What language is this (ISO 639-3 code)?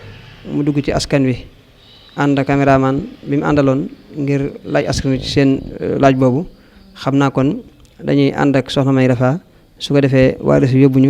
wol